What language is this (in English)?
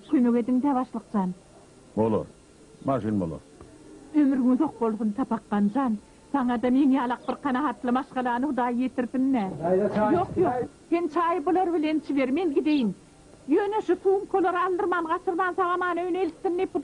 Turkmen